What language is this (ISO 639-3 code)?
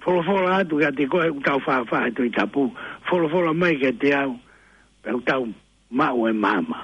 ton